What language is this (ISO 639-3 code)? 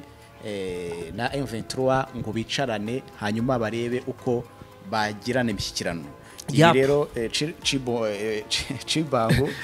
kin